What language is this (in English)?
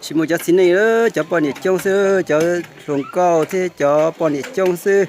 Hmong